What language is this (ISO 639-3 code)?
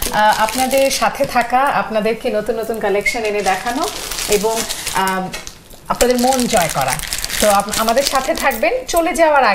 ben